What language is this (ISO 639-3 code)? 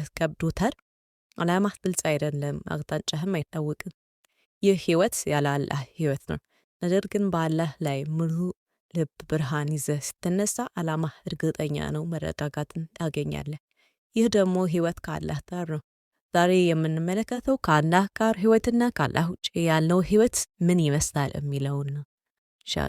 amh